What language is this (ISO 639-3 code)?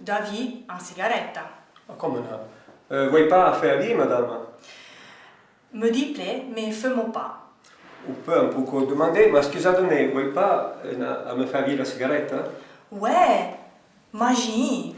frp